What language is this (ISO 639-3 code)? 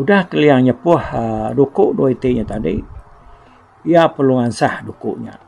iba